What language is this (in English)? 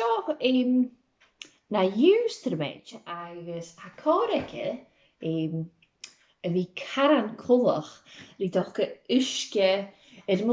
Scottish Gaelic